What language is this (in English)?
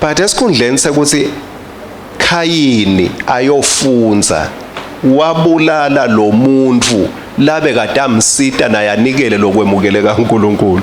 Swati